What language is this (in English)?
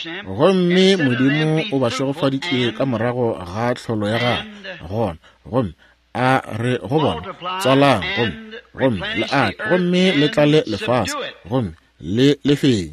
Northern Sotho